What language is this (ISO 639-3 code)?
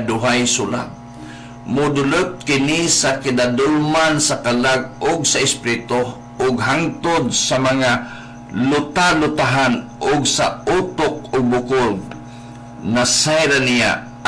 ceb